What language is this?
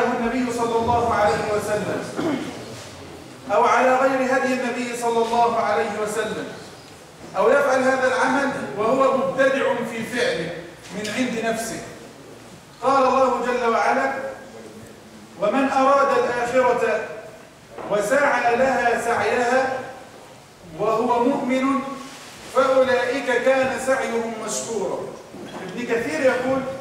Arabic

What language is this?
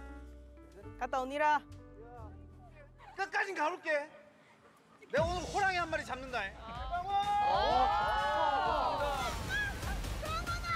Korean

